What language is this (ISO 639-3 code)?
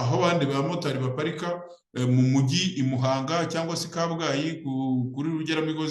kin